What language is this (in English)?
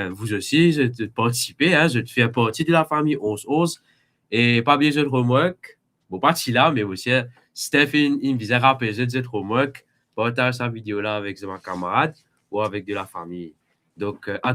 Morisyen